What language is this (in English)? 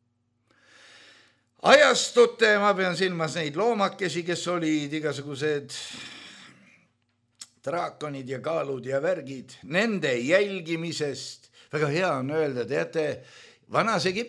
Estonian